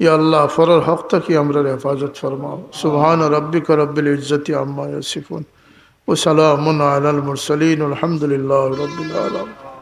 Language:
Sylheti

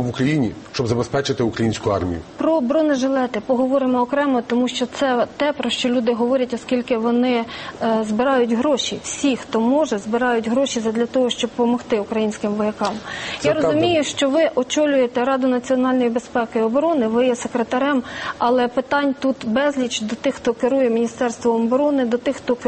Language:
Ukrainian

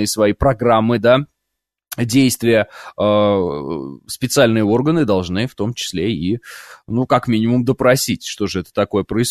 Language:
Russian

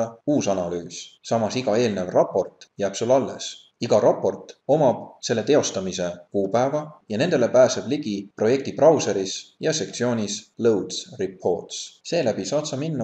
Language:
Estonian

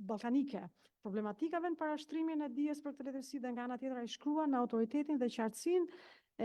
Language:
Albanian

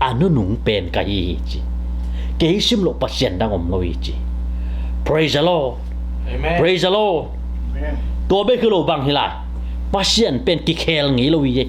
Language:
Tedim Chin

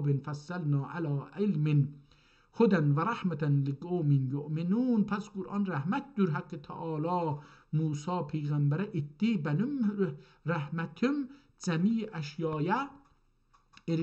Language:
South Azerbaijani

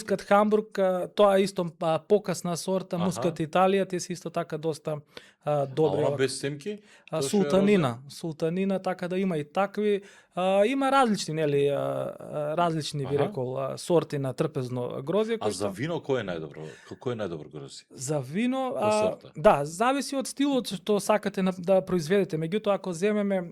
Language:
Macedonian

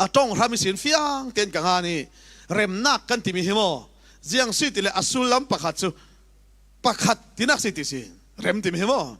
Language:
Falam Chin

